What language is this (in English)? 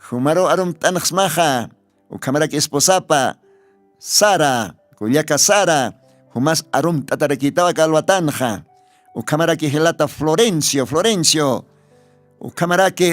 Aymara